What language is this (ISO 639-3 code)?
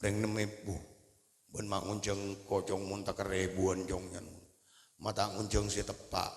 mad